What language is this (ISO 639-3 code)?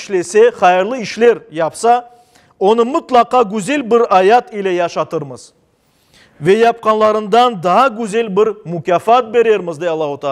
crh